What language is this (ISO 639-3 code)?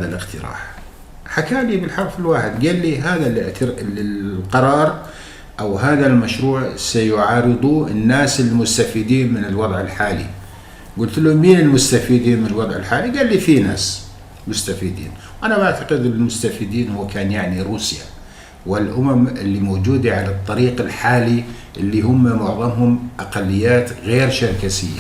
apc